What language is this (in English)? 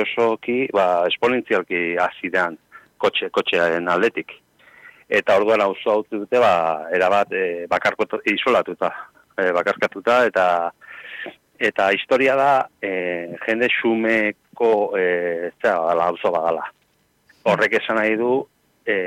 Basque